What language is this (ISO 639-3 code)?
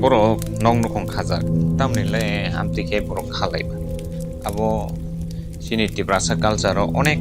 trp